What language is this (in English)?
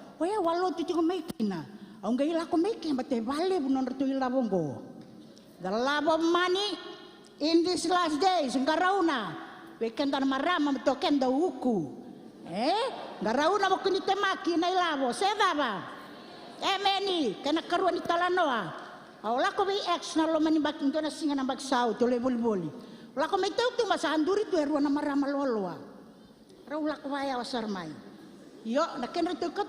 Fijian